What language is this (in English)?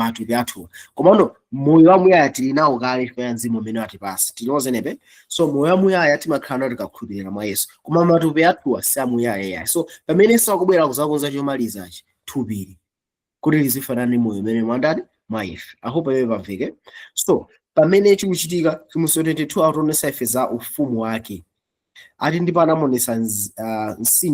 Nyanja